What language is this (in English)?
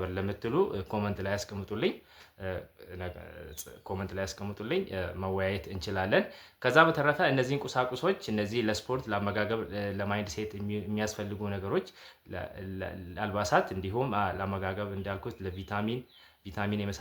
Amharic